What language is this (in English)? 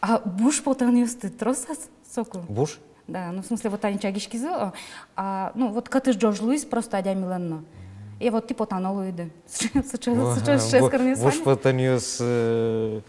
Udmurt